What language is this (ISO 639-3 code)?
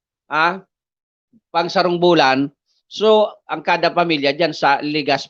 bik